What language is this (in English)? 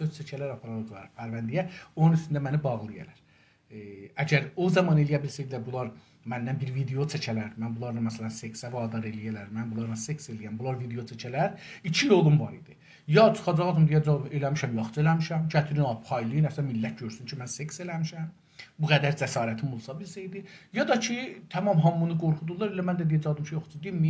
South Azerbaijani